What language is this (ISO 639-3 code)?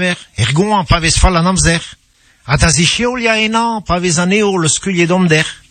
bre